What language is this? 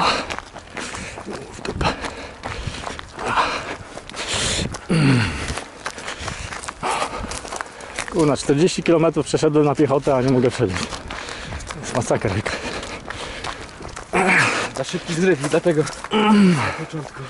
Polish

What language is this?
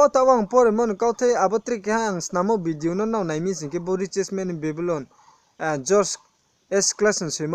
Riang (India)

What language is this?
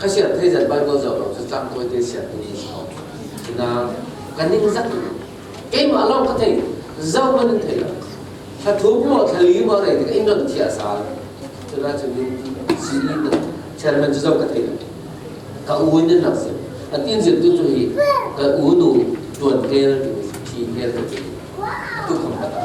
Falam Chin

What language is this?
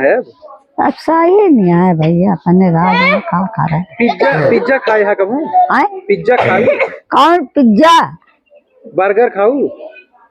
Awadhi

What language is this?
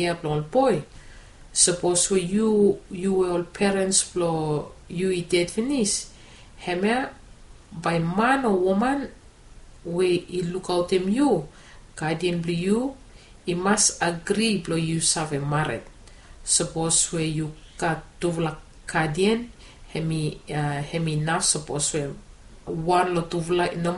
Bislama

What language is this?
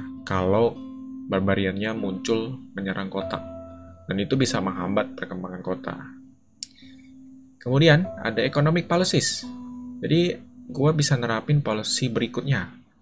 Indonesian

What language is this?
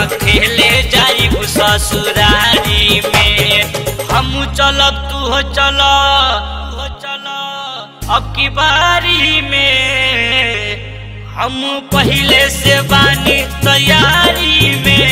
Bhojpuri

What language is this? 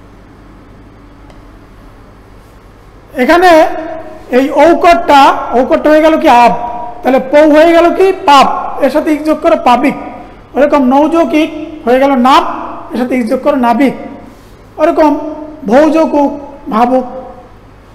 Bangla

